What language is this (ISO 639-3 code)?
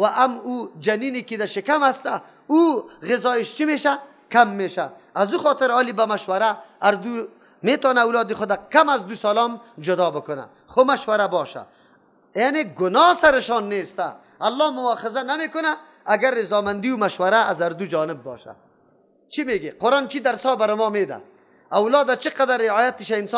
fas